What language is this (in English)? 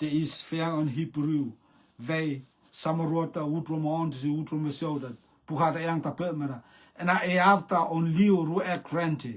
Rotuman